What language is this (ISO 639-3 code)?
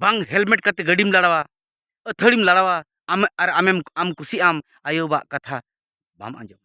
sat